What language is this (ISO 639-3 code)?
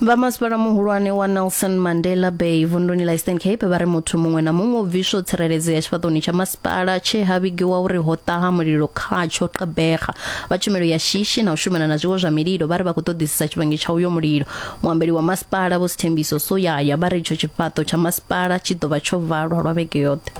ven